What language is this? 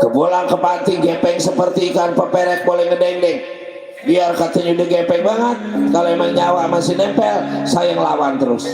Betawi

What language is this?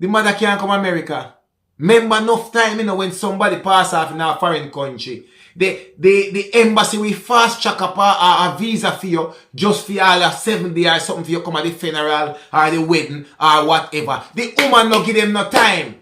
Jamaican Creole English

